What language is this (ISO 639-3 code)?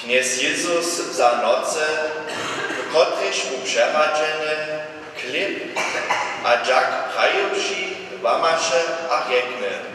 hsb